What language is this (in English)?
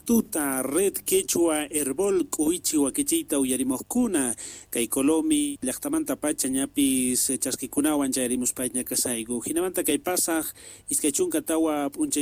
South Bolivian Quechua